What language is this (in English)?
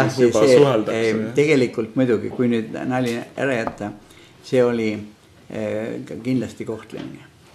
Estonian